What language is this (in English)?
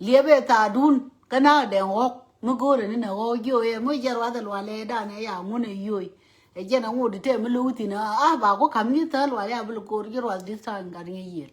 Nuer